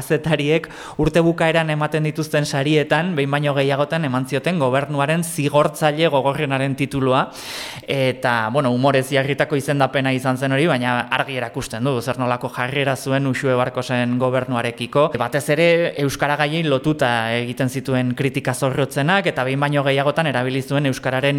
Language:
Basque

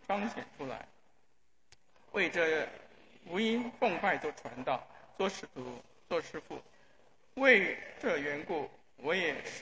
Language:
Chinese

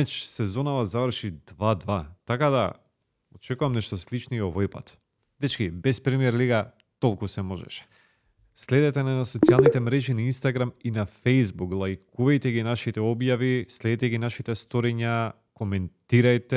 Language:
Macedonian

